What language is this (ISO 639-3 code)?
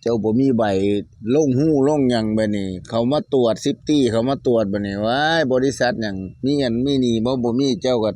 tts